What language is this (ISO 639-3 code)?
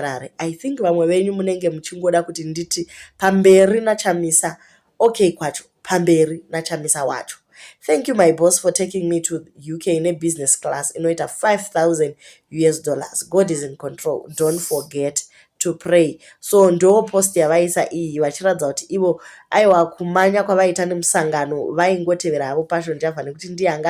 sna